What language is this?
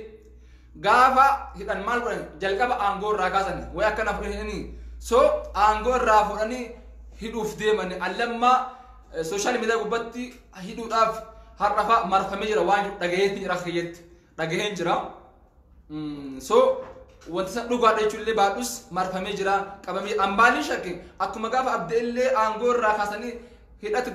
Oromo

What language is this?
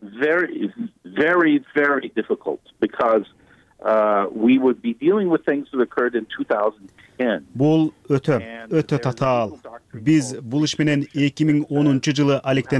Kyrgyz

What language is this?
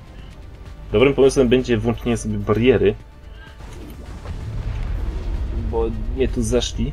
Polish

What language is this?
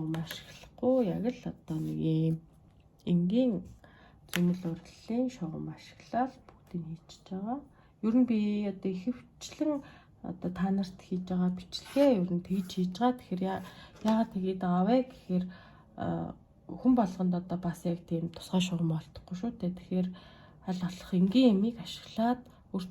Mongolian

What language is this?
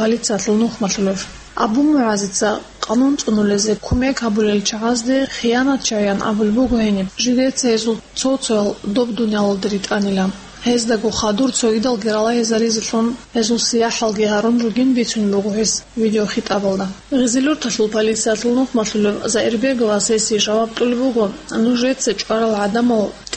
Avaric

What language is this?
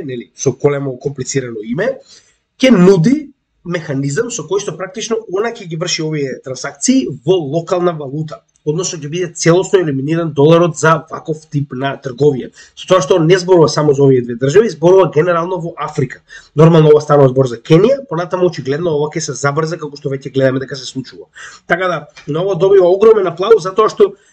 Macedonian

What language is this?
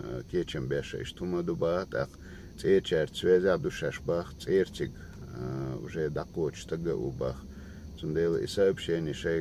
Chechen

